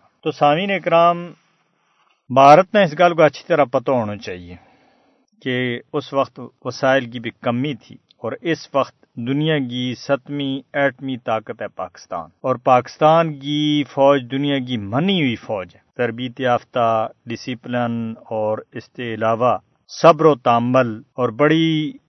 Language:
Gujari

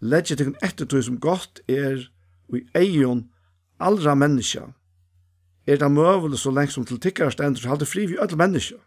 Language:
Faroese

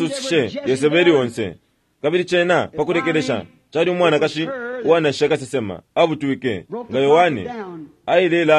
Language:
Bemba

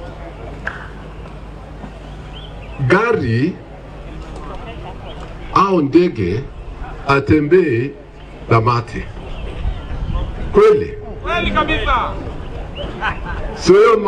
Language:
Swahili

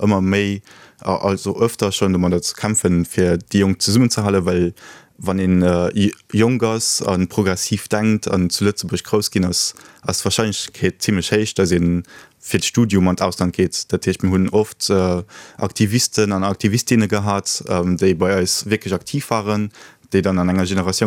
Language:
Luxembourgish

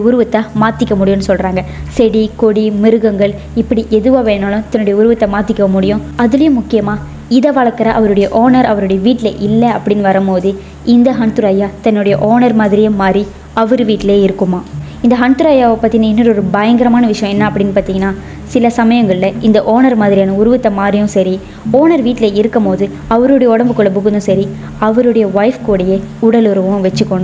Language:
Tamil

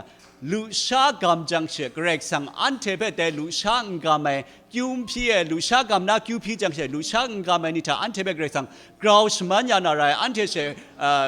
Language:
Kachin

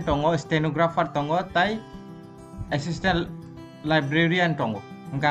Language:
Kok Borok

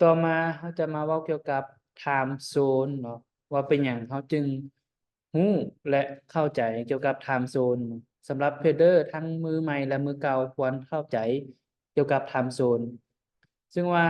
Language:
Lao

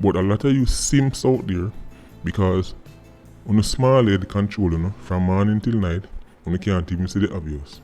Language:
Jamaican Creole English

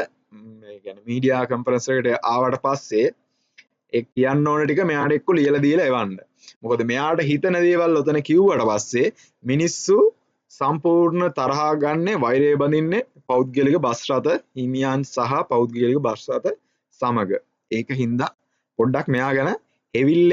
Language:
Sinhala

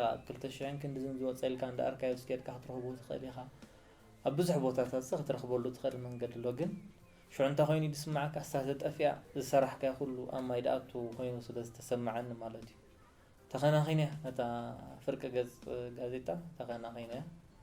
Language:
Tigrinya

